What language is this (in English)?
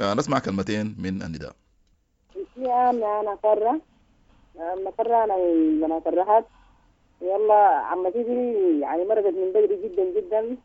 Sudanese Arabic